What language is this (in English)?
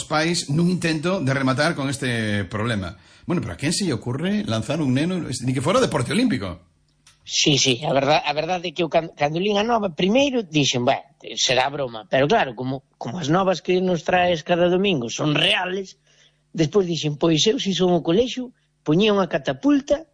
Galician